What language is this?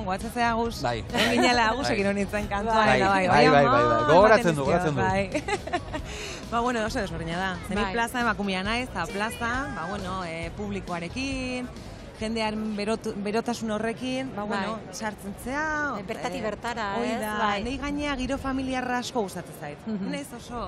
Basque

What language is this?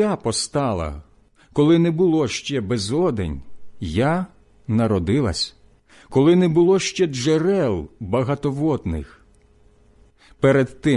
Ukrainian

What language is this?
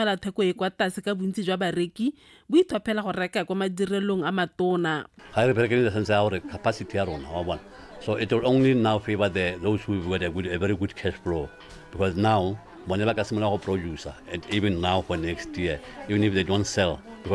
Tswana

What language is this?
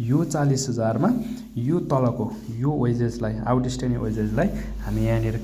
Nepali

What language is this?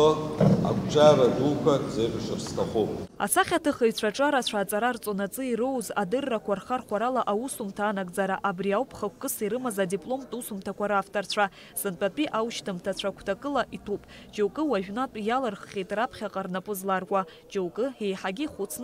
Abkhazian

